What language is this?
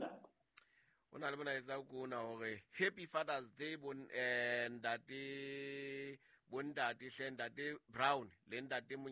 Southern Sotho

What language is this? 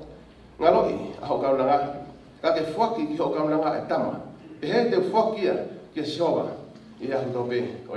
Tongan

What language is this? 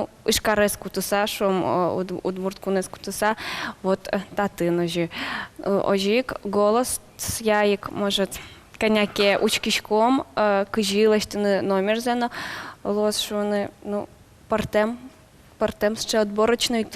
Udmurt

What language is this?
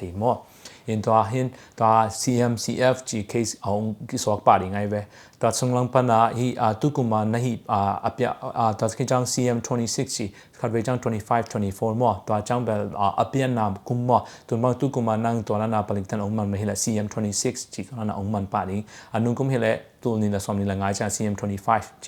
Tedim Chin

